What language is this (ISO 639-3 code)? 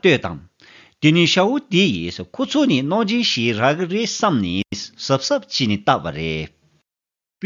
bod